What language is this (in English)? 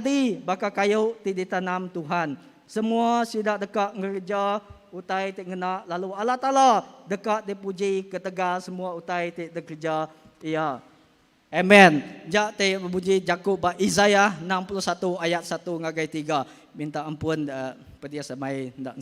Iban